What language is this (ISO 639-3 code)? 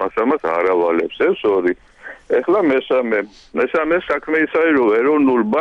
kat